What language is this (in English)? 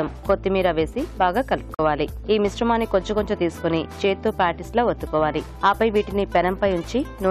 Telugu